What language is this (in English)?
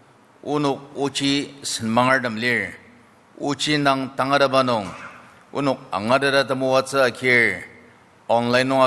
Ao Naga